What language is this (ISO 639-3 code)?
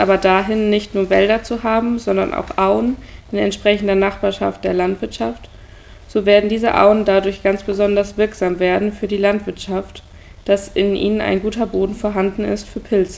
deu